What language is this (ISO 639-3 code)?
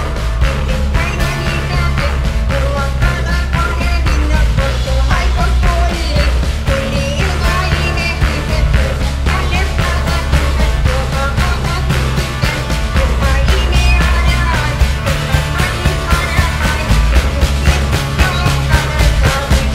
fin